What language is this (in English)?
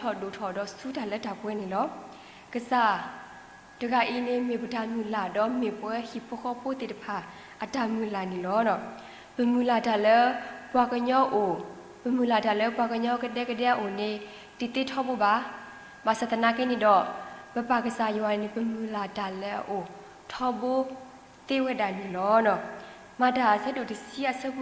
S'gaw Karen